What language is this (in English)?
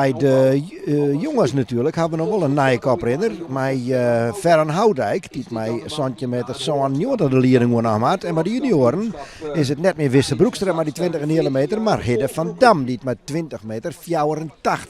Western Frisian